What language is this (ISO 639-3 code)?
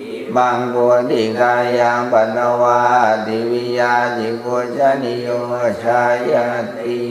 pli